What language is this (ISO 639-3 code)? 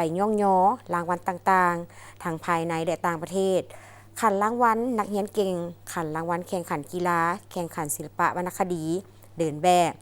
lao